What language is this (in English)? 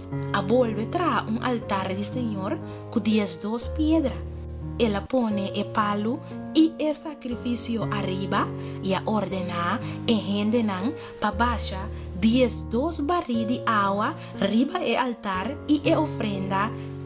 Papiamento